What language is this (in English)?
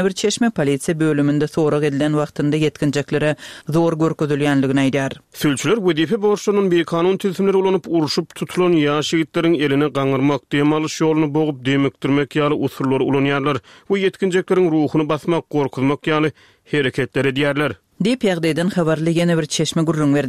Turkmen